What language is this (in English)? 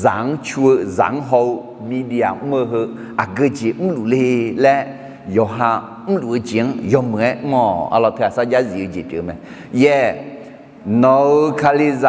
Akha